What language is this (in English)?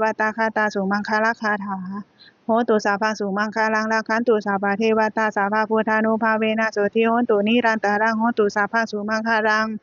Pali